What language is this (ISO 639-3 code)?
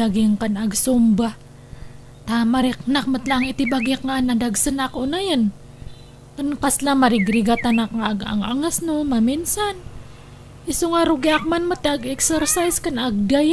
ilo